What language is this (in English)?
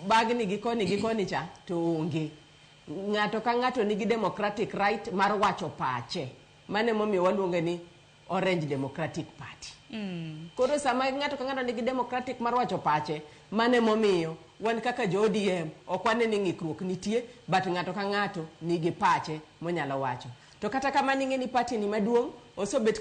Luo (Kenya and Tanzania)